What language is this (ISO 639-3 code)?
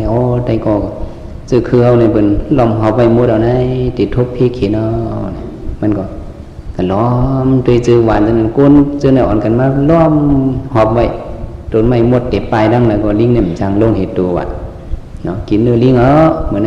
shn